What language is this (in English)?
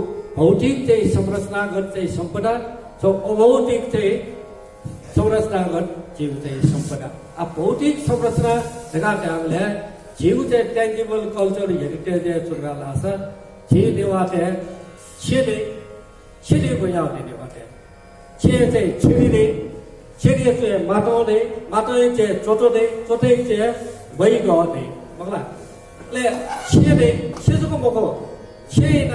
Newari